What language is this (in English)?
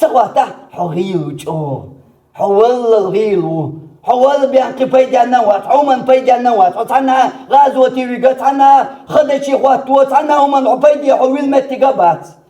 Chechen